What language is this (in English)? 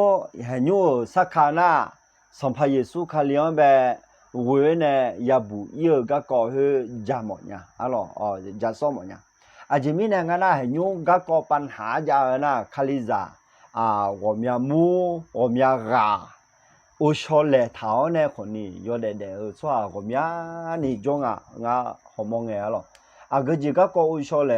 Akha